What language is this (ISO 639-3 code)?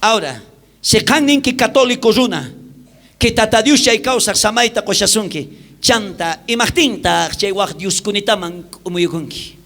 quh